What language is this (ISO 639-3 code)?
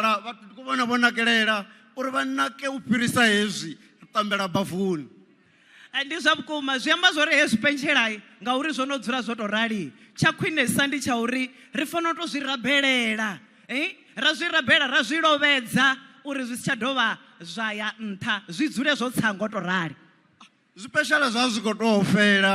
ven